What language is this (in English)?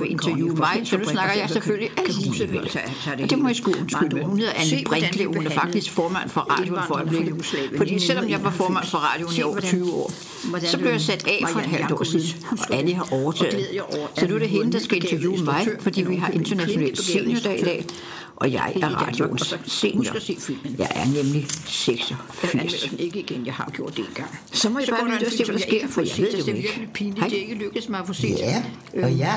Danish